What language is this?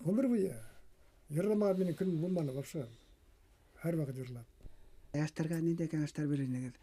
Bashkir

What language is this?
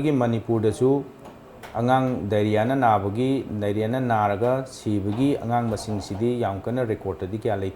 Manipuri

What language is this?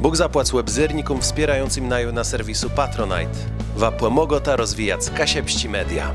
Kashubian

